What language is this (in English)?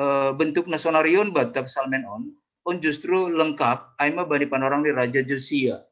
Batak Simalungun